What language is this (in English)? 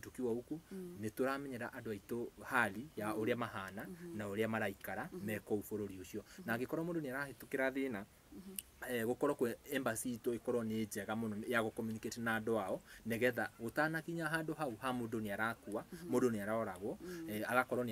Kikuyu